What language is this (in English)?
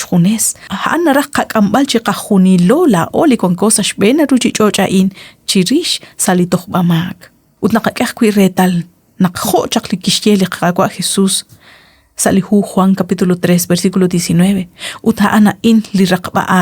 Kekchí